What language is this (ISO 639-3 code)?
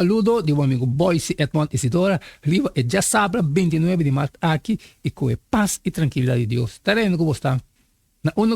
pap